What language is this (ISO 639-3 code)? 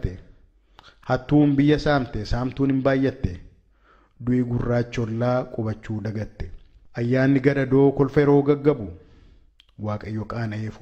orm